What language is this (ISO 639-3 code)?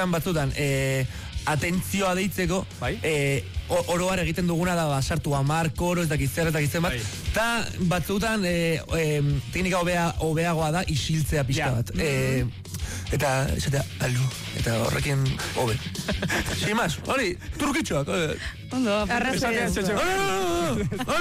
eus